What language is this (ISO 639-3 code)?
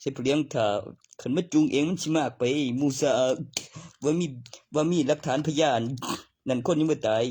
tts